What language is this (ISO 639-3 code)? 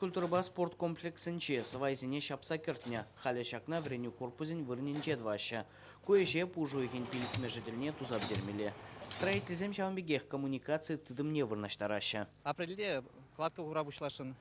chv